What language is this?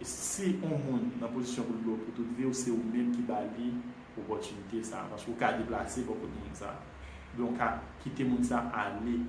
Haitian Creole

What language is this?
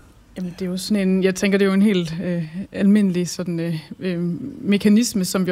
Danish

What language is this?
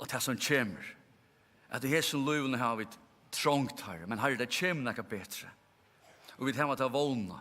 Faroese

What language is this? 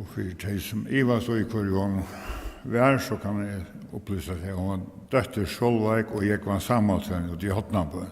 Faroese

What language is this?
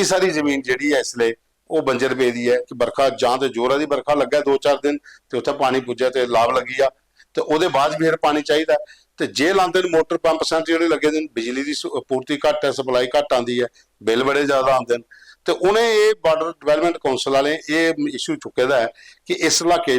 Dogri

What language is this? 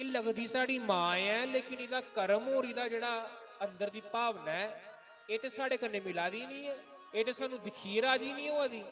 Dogri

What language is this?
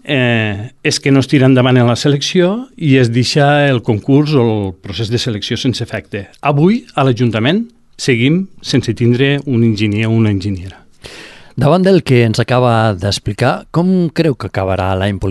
Catalan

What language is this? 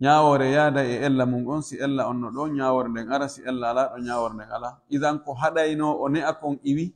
Pular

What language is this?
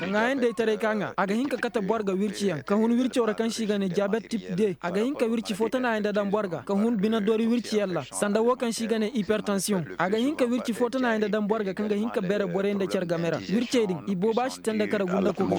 Koyraboro Senni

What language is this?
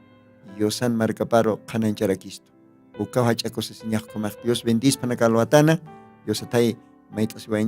Aymara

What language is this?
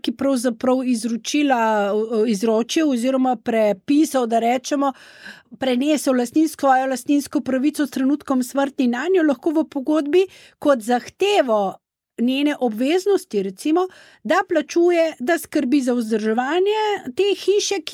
Slovenian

